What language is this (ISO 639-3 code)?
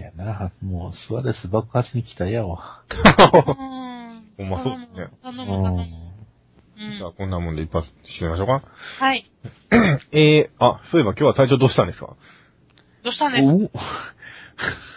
jpn